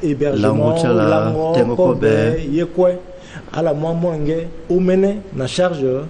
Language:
Sango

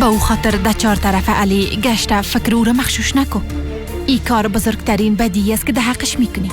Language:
Persian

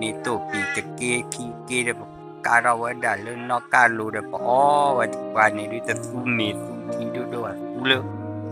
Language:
S'gaw Karen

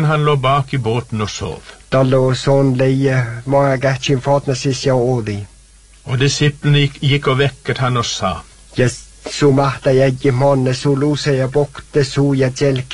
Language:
Norwegian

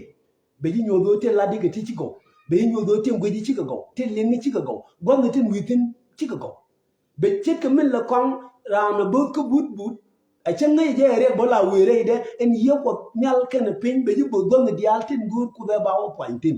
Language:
Nuer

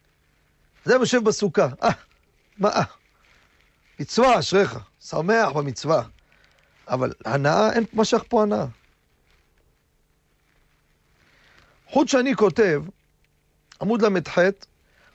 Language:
Hebrew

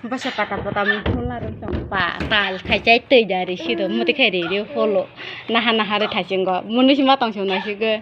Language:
Kok Borok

